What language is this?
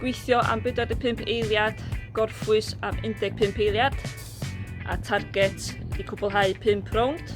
Welsh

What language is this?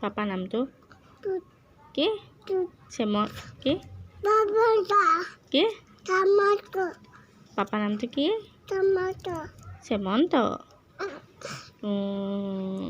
Assamese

